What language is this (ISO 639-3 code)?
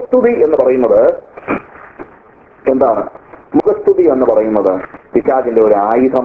mal